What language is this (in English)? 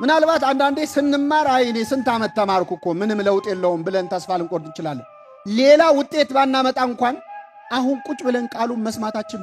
Amharic